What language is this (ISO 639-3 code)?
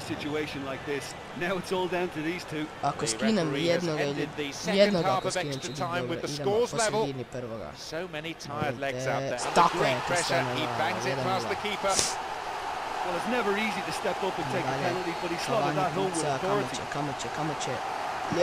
hrv